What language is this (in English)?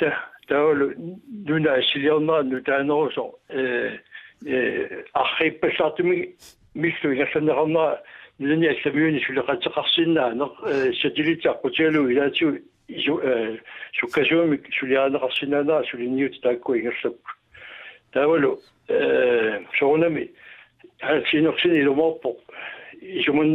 Kalaallisut